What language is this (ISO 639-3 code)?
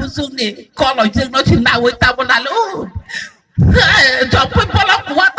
trp